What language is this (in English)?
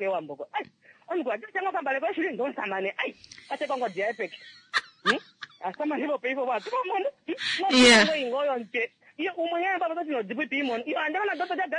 Kuanyama